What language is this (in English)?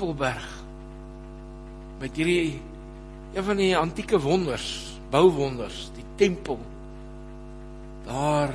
Afrikaans